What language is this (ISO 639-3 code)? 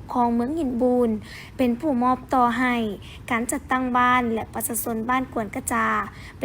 lao